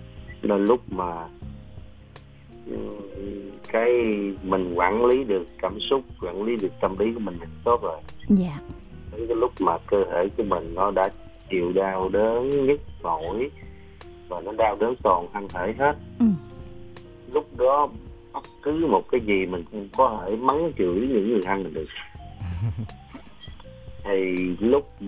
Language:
Vietnamese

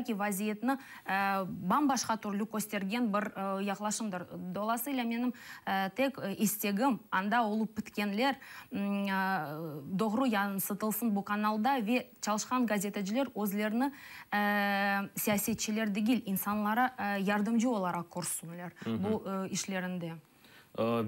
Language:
Crimean Tatar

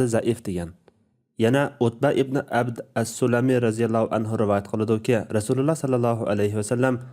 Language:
Uyghur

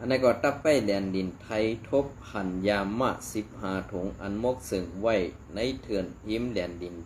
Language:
Shan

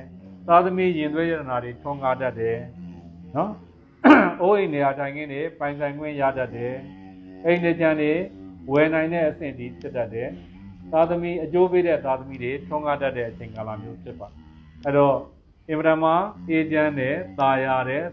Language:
Burmese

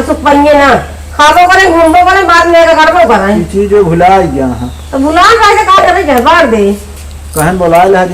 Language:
Awadhi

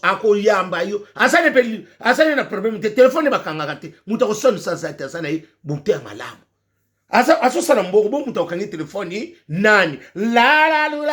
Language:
Lingala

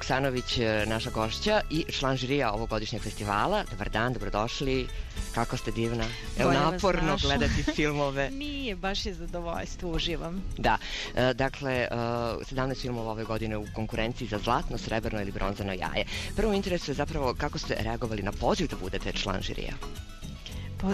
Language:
Serbian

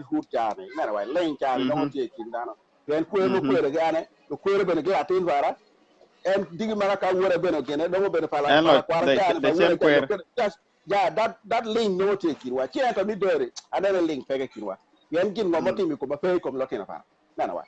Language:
Acoli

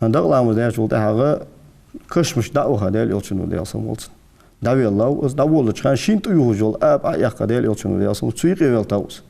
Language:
Ingush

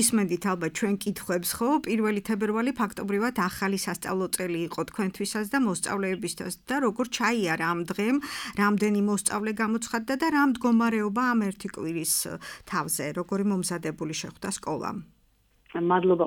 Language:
Georgian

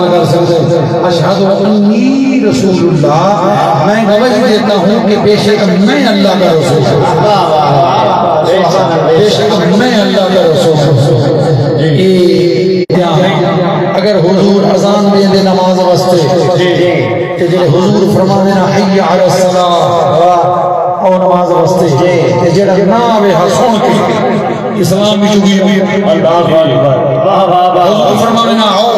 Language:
Saraiki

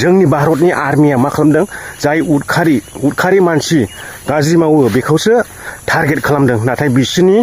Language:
Bodo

